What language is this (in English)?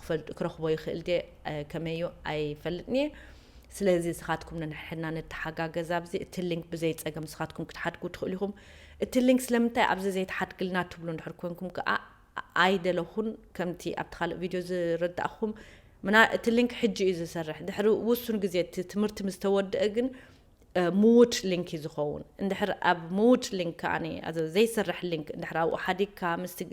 Tigrinya